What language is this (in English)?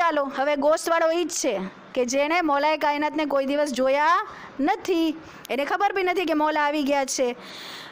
Gujarati